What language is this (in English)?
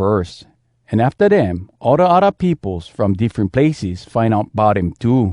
Hawai'i Creole English